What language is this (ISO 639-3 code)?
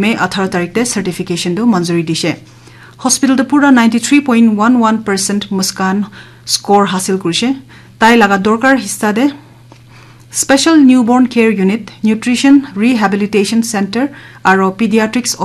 nag